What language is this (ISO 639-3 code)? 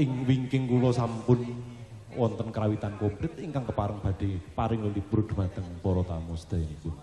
jav